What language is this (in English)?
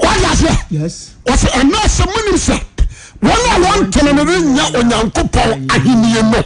Akan